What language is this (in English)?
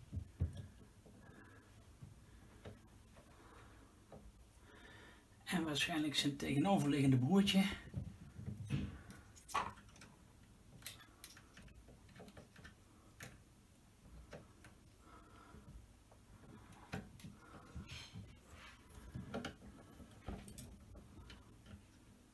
Dutch